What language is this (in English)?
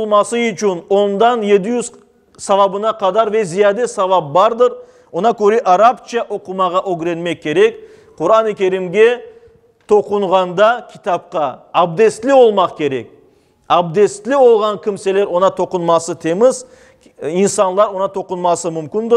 Crimean Tatar